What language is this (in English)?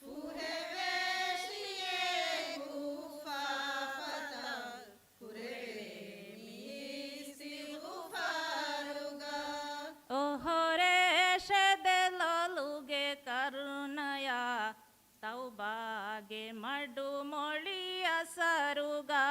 Divehi